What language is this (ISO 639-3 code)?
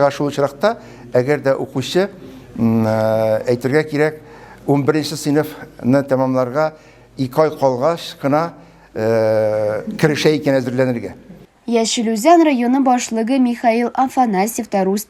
tat